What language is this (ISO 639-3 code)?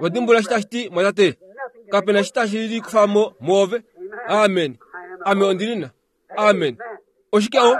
kua